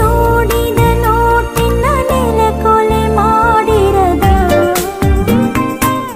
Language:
Kannada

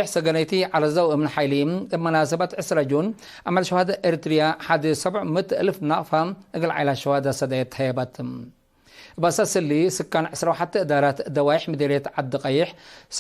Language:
Tigre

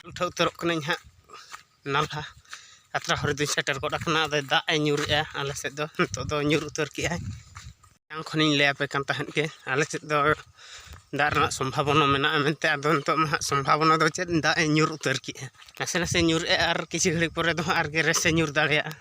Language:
Santali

